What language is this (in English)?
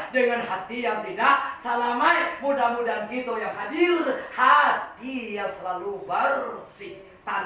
Minangkabau